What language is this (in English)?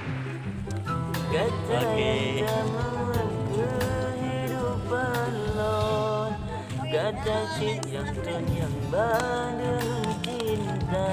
Achinese